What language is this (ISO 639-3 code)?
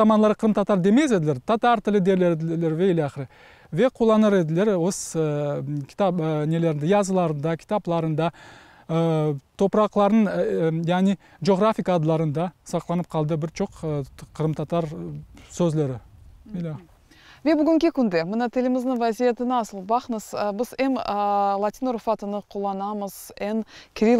crh